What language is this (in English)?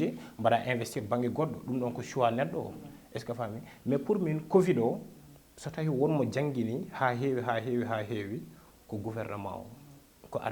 Fula